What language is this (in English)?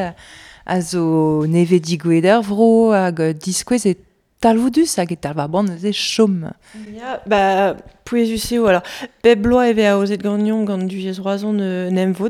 Breton